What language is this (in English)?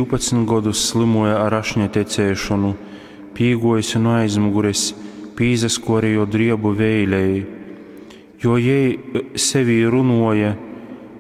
Latgalian